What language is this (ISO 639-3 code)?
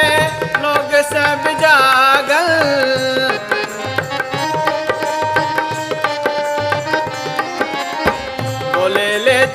bho